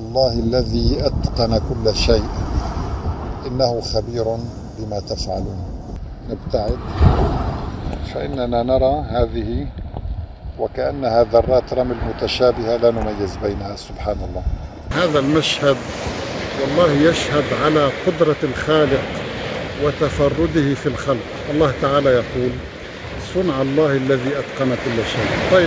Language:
Arabic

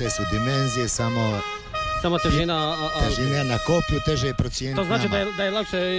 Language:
Croatian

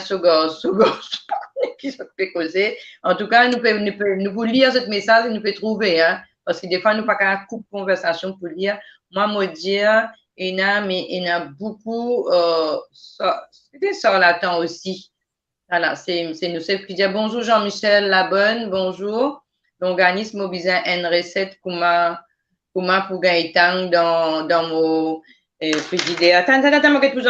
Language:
Morisyen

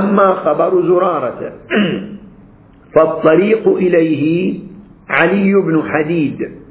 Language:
Arabic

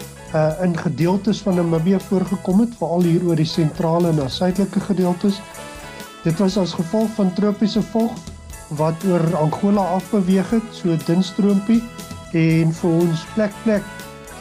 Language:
Afrikaans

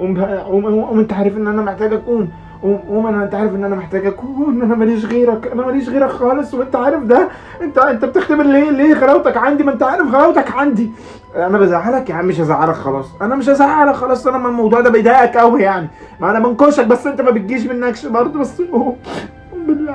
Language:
Egyptian Arabic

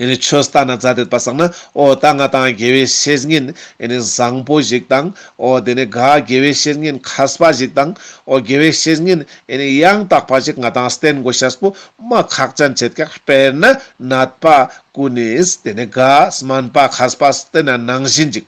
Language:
Ladakhi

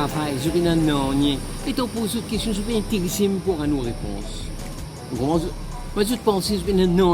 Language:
Morisyen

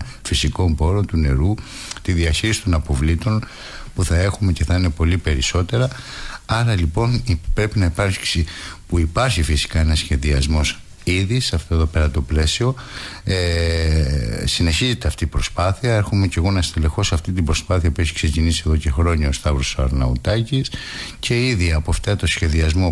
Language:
Greek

